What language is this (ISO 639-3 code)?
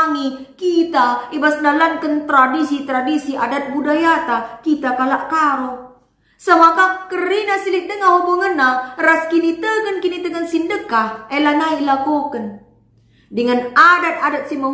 btx